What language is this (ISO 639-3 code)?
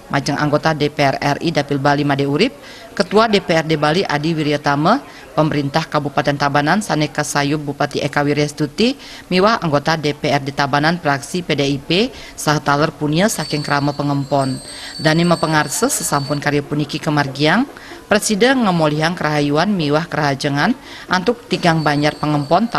ban